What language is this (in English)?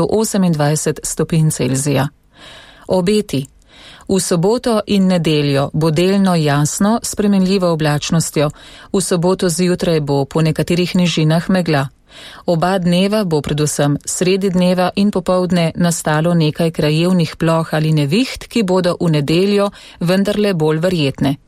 Slovenian